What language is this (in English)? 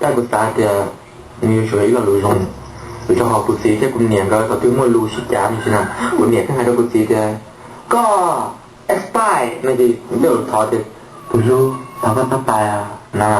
Hmong